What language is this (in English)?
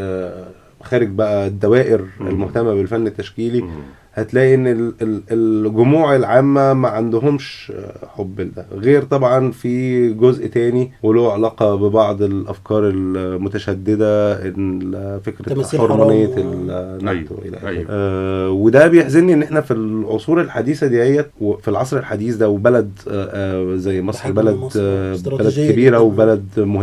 Egyptian Arabic